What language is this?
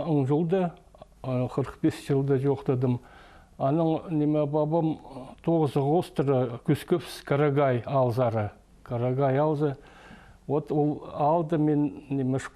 Khakas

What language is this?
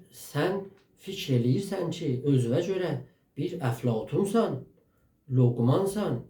South Azerbaijani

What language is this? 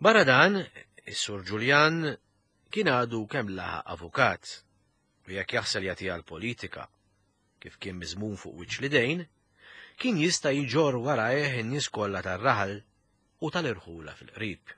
Maltese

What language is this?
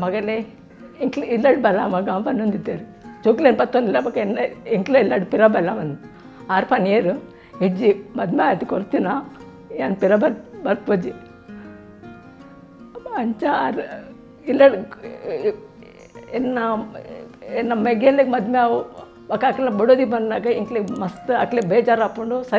Tulu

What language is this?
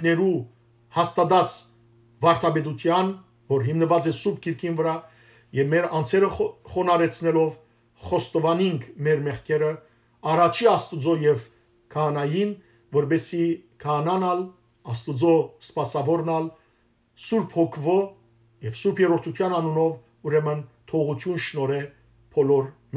Western Armenian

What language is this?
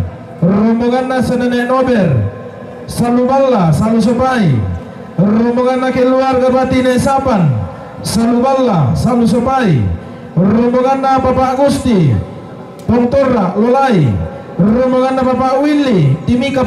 Toraja-Sa'dan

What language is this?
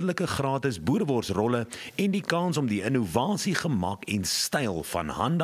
Afrikaans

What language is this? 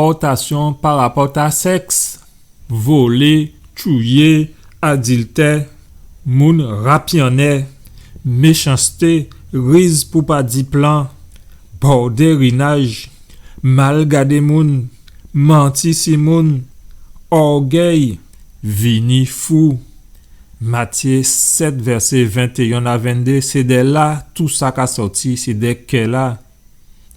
Guadeloupean Creole French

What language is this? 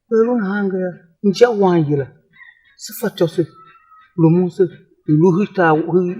Tiv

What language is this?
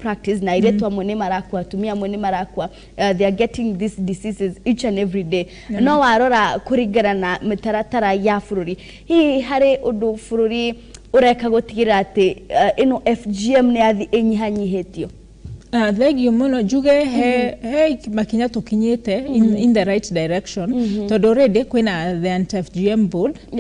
Kikuyu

